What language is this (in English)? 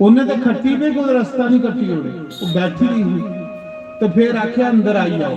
Dogri